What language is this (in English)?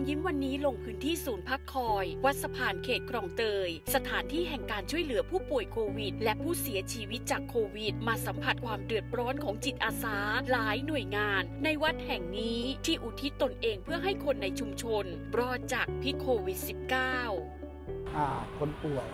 Thai